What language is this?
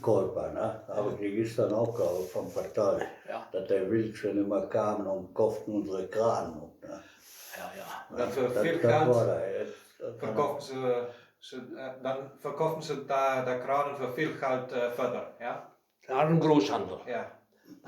Westphalien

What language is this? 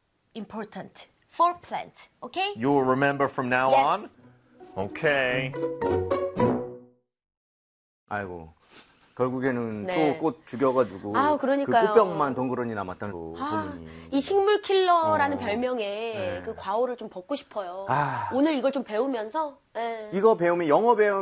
Korean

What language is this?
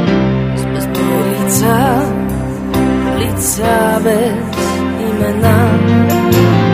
Bulgarian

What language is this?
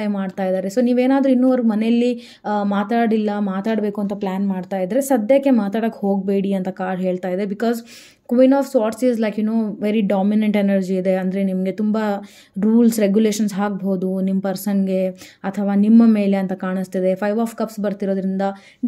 Kannada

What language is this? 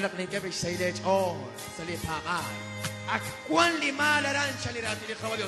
Kekchí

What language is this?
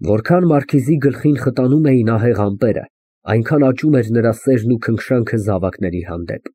Armenian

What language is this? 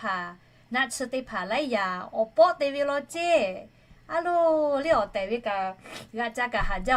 Lahu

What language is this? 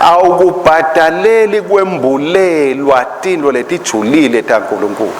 Swati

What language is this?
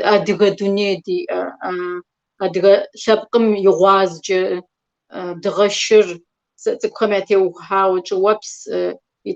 Kabardian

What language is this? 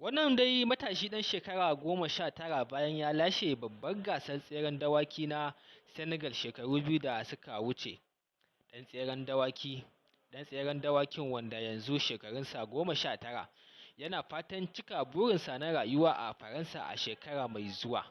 Hausa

